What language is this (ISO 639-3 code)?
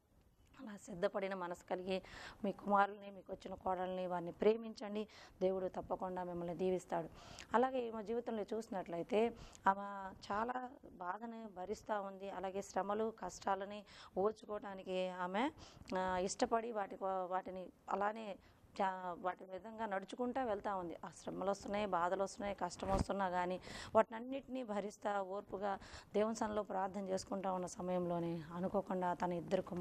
tel